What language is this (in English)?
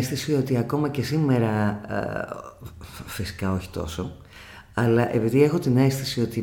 Greek